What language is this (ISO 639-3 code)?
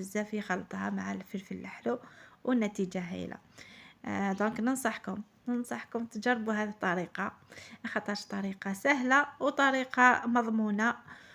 arq